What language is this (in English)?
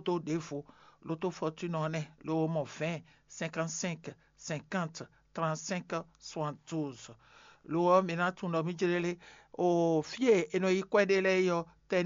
Fon